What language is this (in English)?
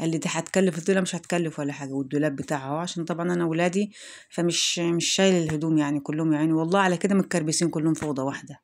Egyptian Arabic